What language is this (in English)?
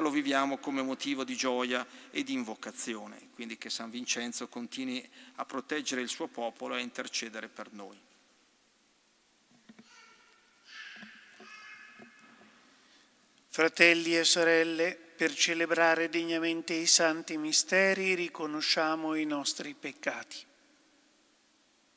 Italian